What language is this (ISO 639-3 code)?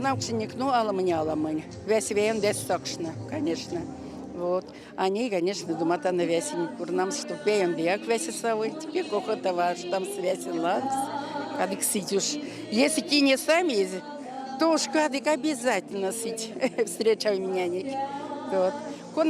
myv